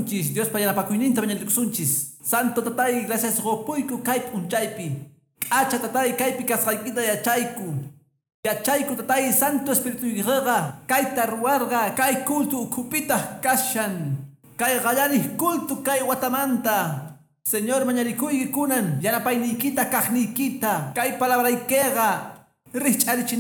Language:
Quechua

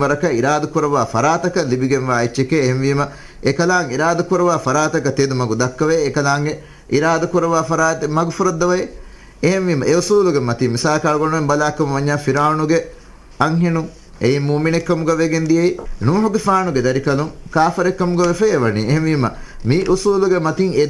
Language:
Divehi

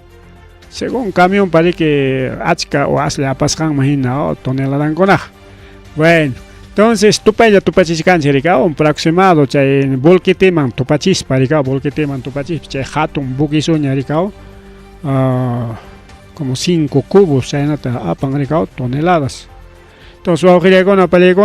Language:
Ayacucho Quechua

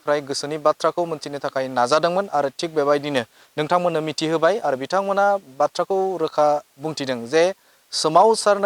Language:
Bodo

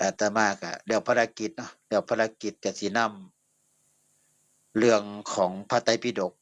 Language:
Northeastern Thai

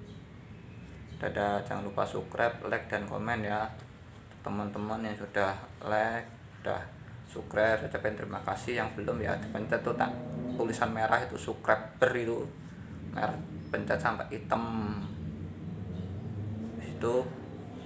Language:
Indonesian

